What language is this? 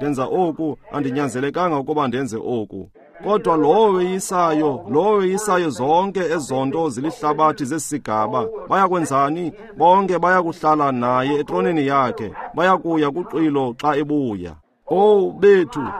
Xhosa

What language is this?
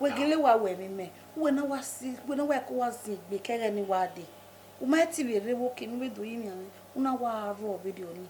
Bini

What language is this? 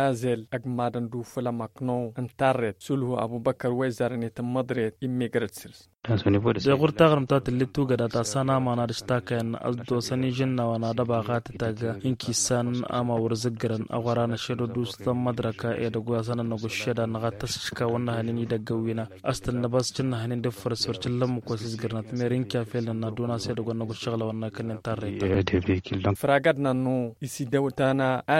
Tamasheq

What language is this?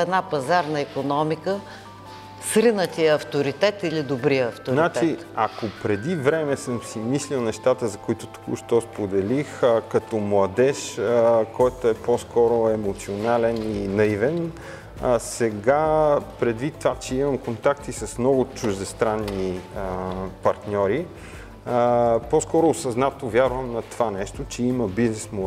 Bulgarian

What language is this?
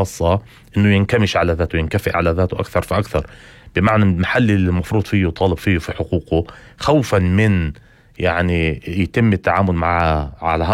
North Levantine Arabic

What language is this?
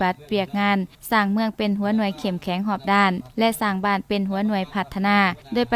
Lao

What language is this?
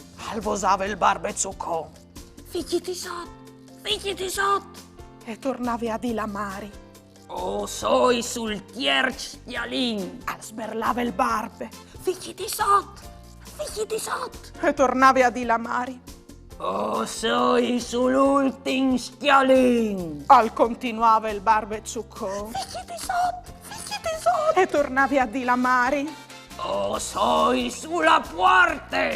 Friulian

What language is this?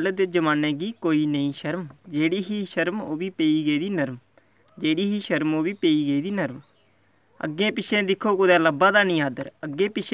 Dogri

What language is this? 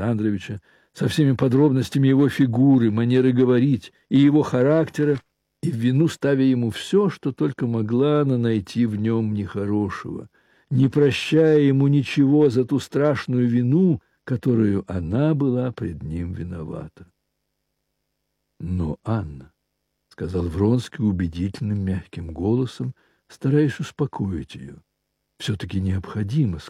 Russian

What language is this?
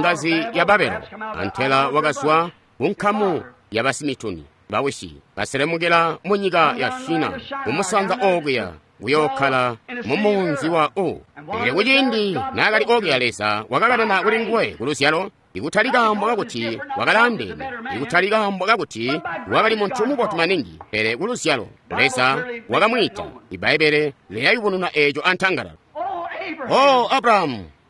Tonga (Zambia)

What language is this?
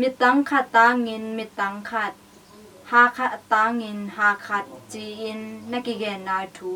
Tedim Chin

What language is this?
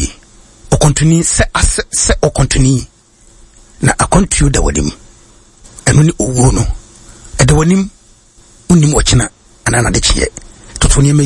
Akan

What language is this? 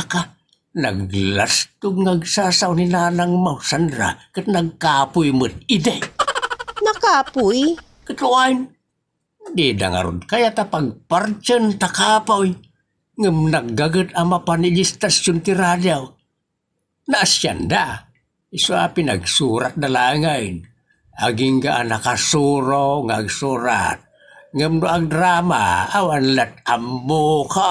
Iloko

